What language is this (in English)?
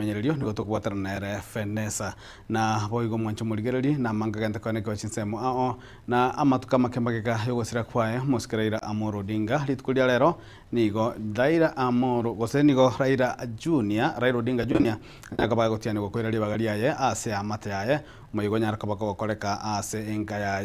Gusii